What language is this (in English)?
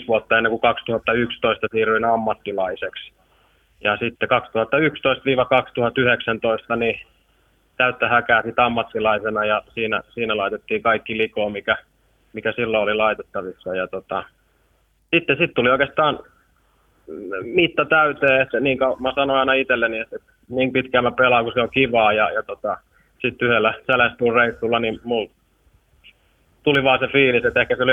Finnish